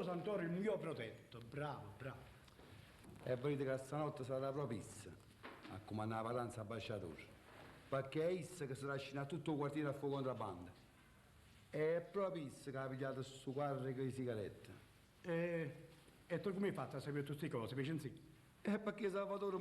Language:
Neapolitan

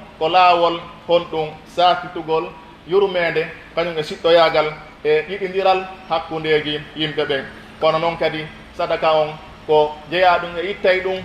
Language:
Pular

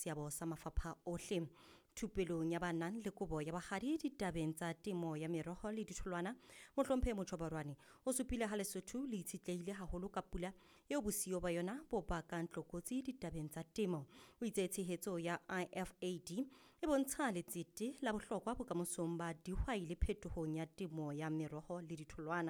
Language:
Southern Sotho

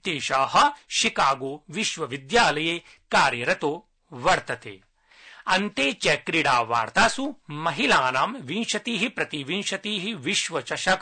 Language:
Sanskrit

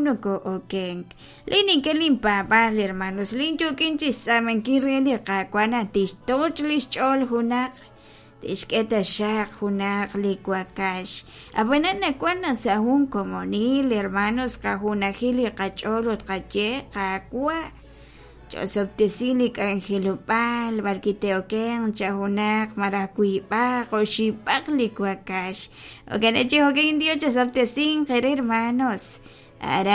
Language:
Kekchí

